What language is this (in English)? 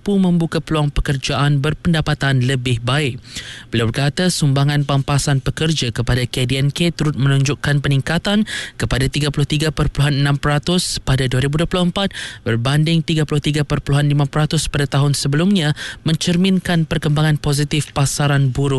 Malay